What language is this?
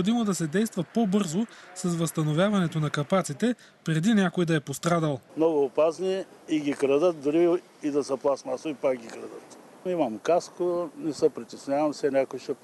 Bulgarian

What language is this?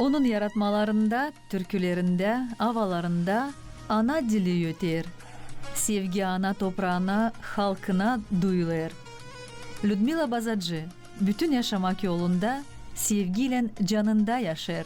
Gagauz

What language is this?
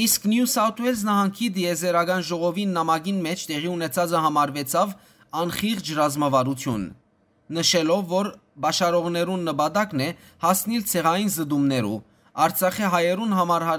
Western Armenian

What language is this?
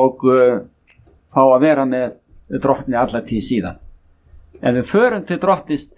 Icelandic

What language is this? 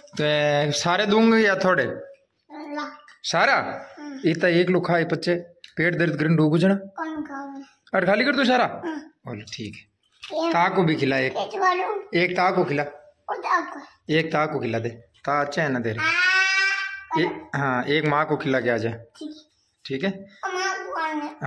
Hindi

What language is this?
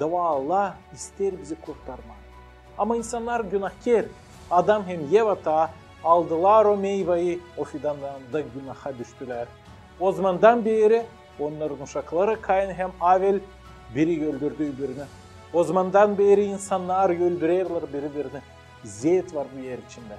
Gagauz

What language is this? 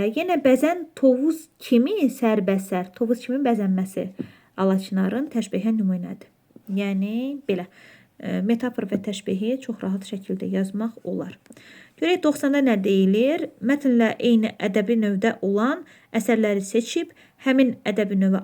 Azerbaijani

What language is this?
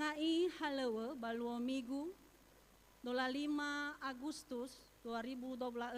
Nias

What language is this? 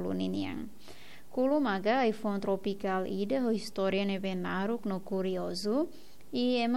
Tetum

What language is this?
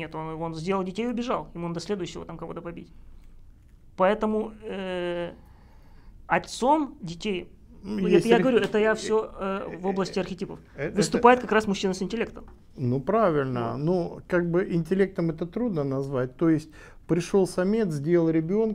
Russian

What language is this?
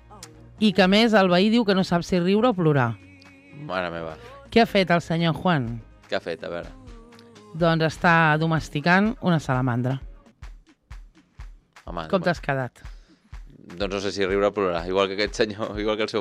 Catalan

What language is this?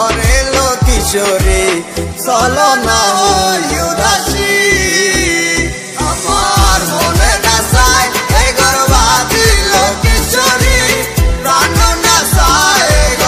Bangla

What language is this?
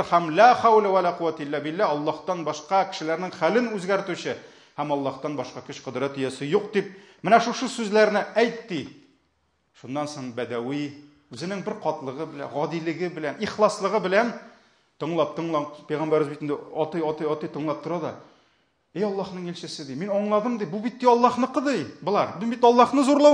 Tatar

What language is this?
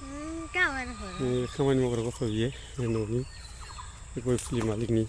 Bodo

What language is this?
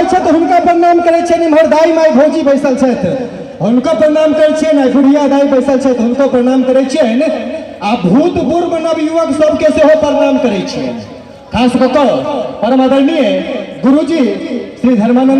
Maithili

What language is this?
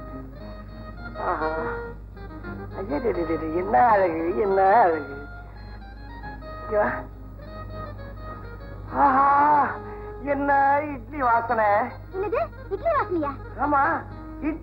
Tamil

